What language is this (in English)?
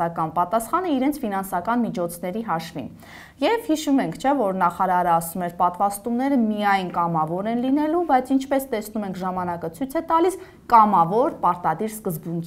Armenian